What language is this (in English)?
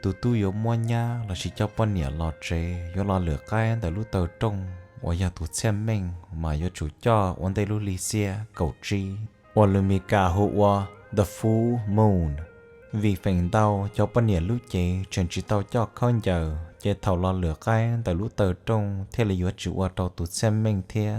Hmong